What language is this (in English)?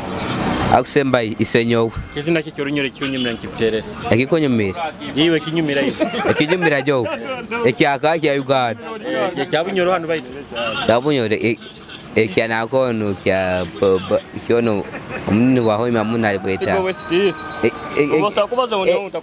Nyoro